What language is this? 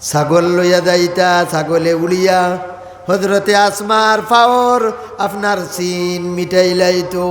Sylheti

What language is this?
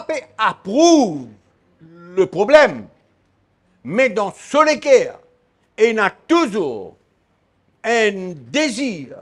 Morisyen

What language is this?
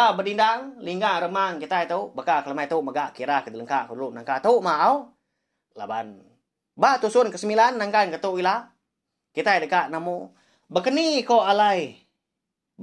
Iban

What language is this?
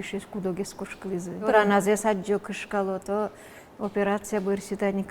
Udmurt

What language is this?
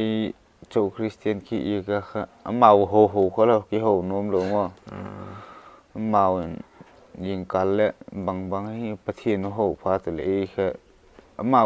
Paite Chin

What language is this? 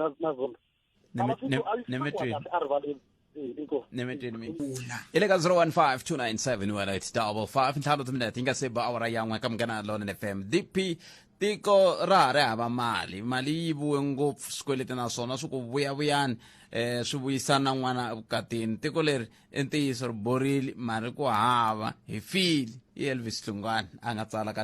Tsonga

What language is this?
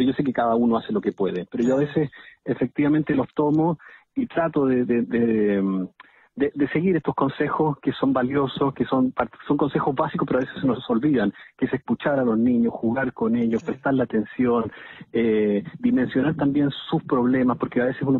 Spanish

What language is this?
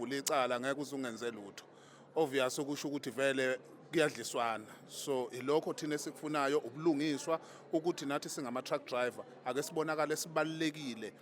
Zulu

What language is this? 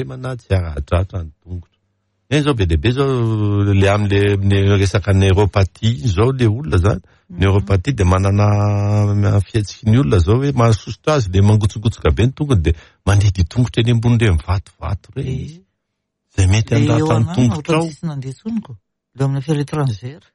Malagasy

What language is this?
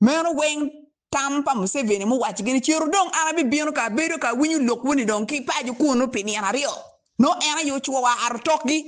Acoli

